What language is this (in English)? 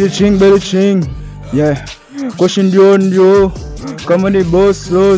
Haitian Creole